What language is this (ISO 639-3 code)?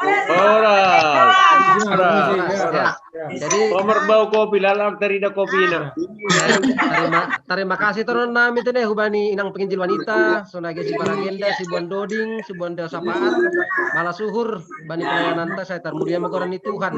bts